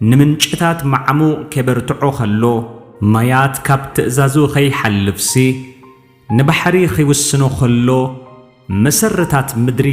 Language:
Tigrinya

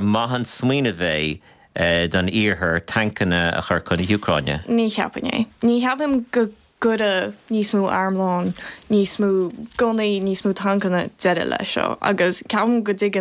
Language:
Irish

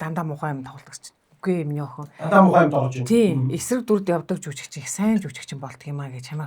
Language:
Mongolian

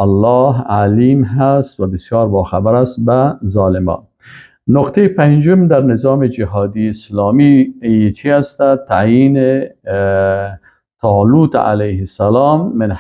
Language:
Persian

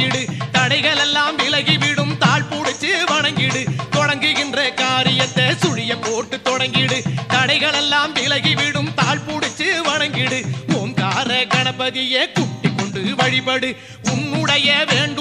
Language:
Tamil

